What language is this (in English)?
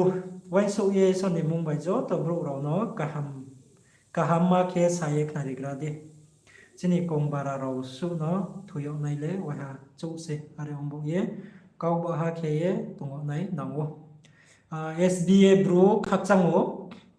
Riang (India)